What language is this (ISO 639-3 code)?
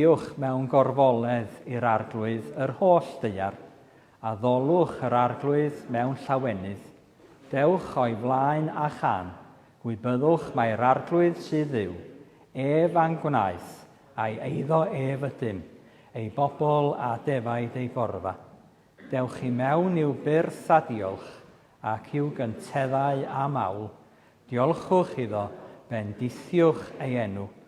cym